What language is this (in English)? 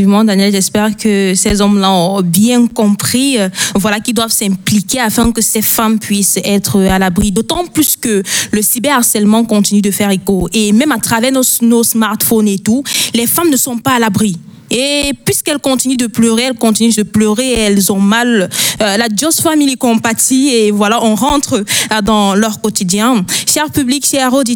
French